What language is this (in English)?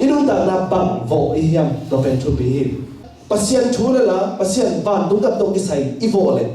Tedim Chin